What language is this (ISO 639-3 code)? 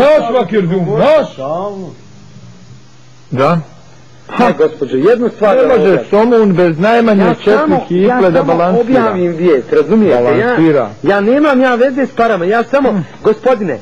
bos